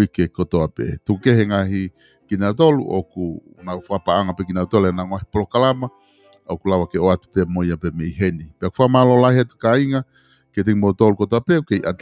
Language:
Tongan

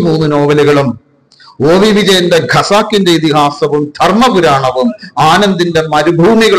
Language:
Malayalam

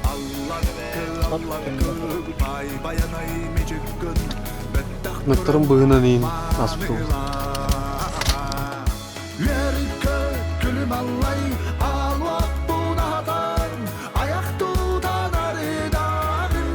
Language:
Yakut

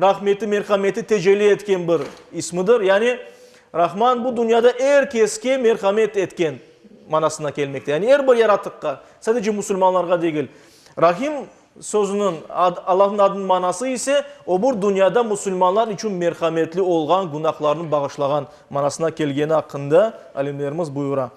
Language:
Crimean Tatar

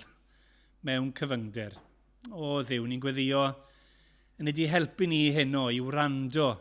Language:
Welsh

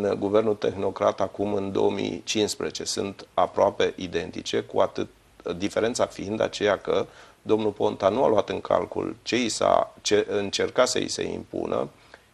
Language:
Romanian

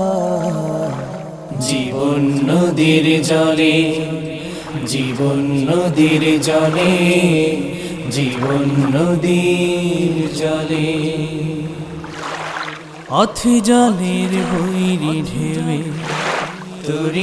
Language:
Bangla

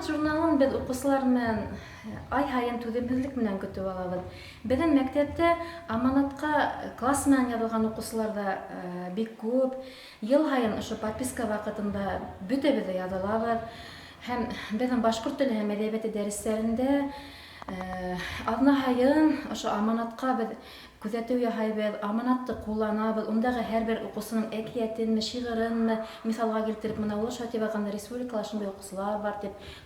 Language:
Bashkir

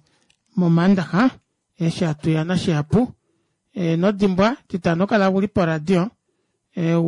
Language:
Kuanyama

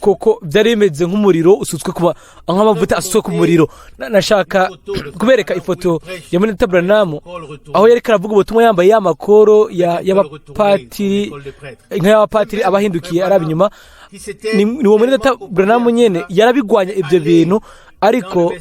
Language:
Rundi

